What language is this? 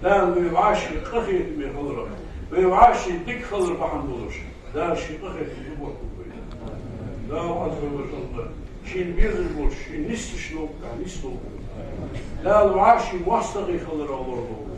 Ingush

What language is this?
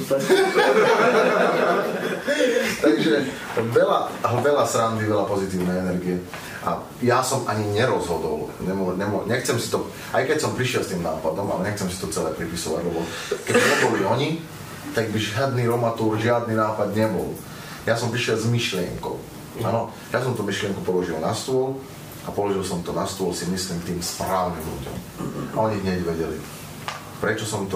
Slovak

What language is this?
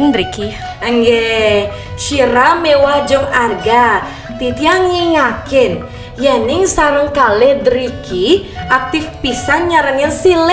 Balinese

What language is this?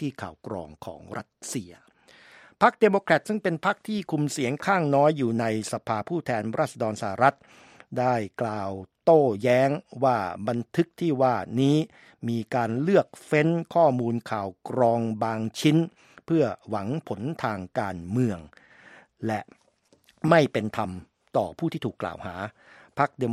Thai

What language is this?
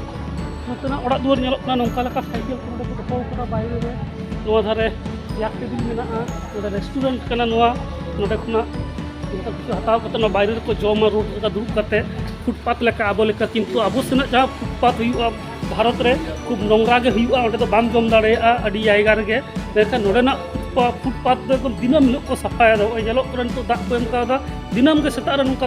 Santali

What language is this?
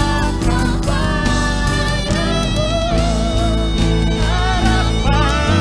Indonesian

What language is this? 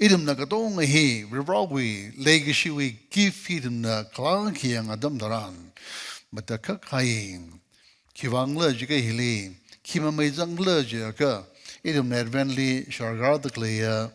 Tangkhul Naga (India)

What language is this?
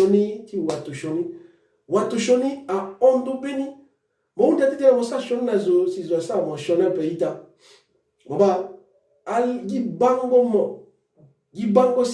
Sango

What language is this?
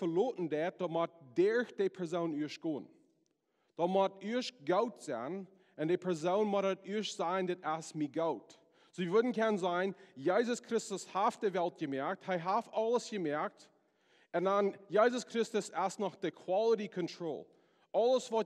Plautdietsch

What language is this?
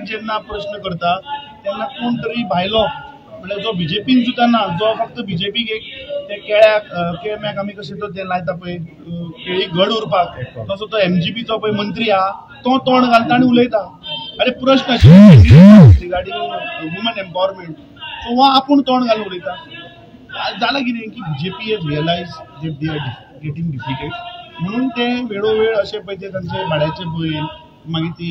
Konkani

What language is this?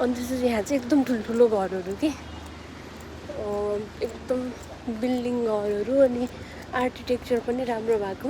Nepali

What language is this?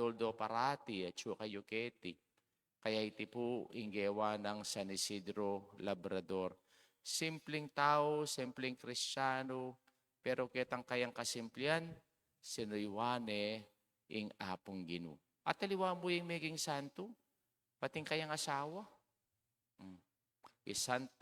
Pampanga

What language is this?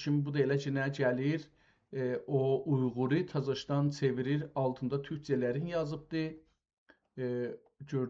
South Azerbaijani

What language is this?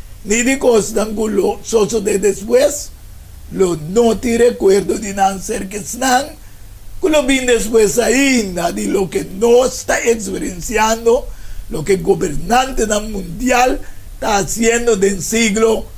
Papiamento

